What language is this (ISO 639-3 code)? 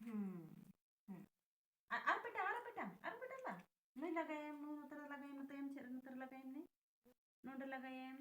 sat